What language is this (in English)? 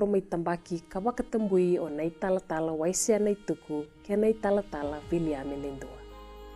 Fijian